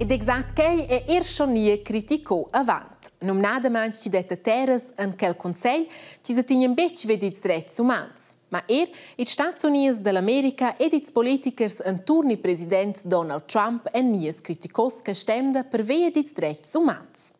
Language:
Romansh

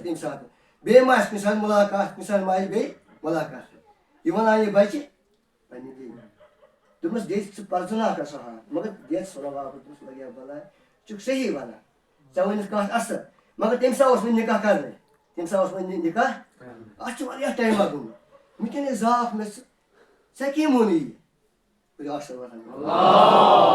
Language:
Kashmiri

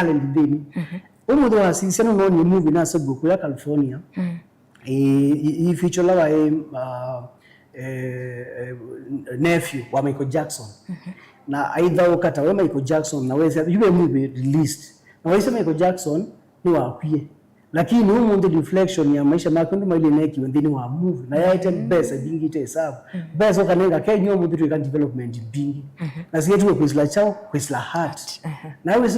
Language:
Kamba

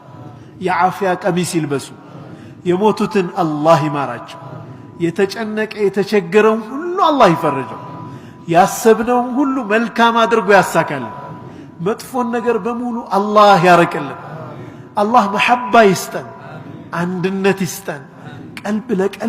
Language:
Amharic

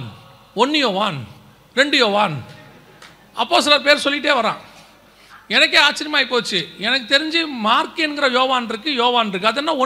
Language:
Tamil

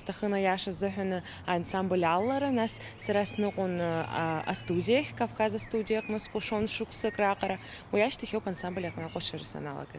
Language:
Abkhazian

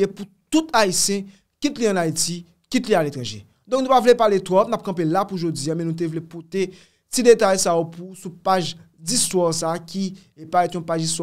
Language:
Haitian Creole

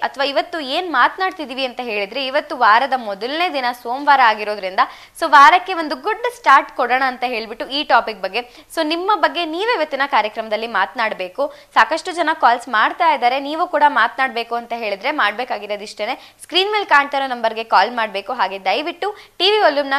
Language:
Kannada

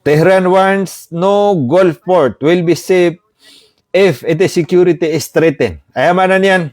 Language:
Maranao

